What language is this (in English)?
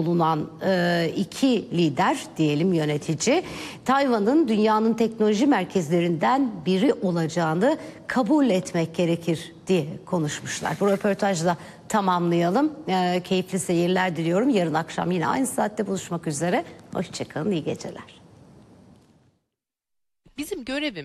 Turkish